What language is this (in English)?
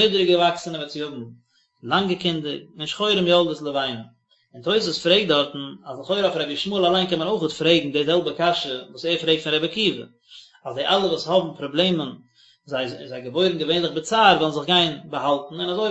Yiddish